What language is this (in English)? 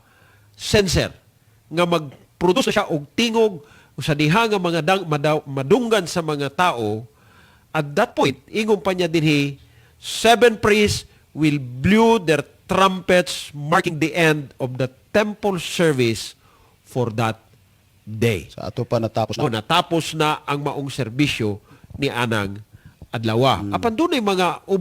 Cebuano